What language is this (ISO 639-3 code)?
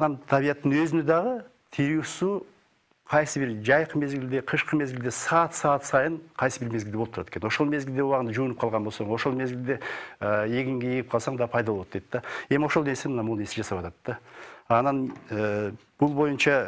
kir